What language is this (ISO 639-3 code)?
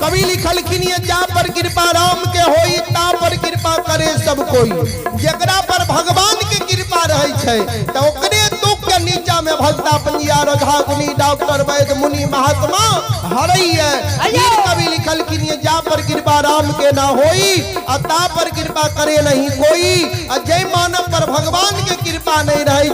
mai